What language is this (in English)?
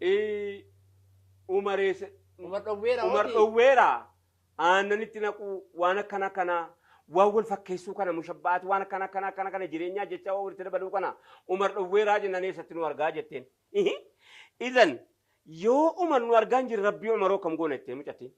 Oromo